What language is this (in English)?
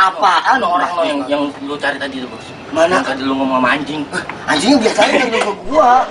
Betawi